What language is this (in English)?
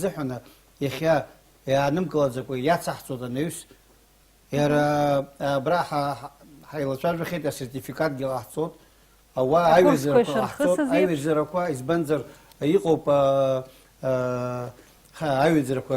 Abkhazian